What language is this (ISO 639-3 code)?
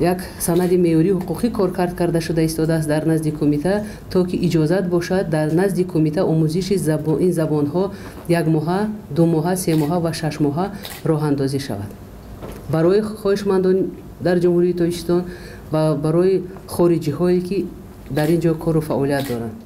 tgk